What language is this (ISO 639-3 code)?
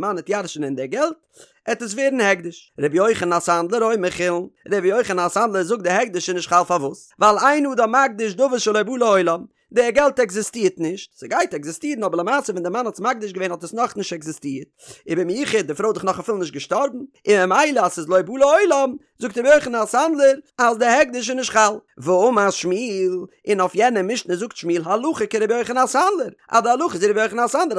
yid